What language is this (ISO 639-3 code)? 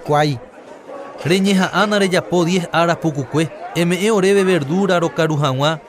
grn